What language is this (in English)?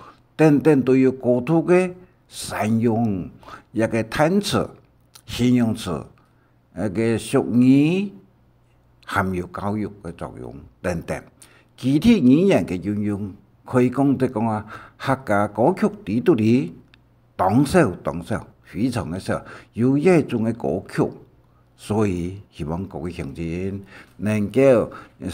Hakka Chinese